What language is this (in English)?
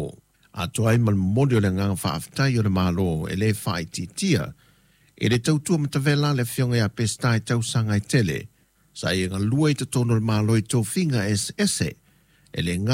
Samoan